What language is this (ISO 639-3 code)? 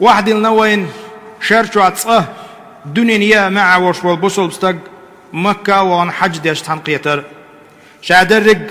che